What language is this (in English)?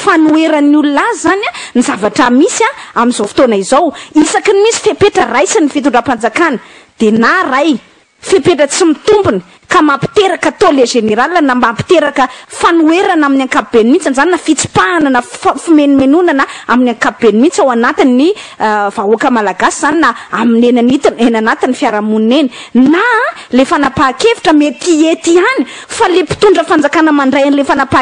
Malagasy